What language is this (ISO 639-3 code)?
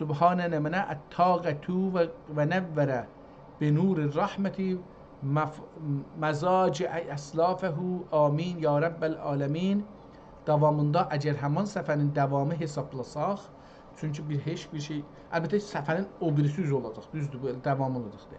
azb